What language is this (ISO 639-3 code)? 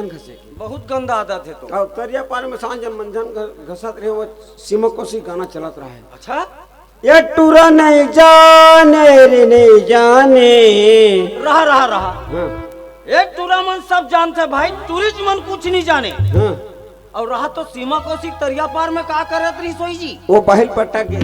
hne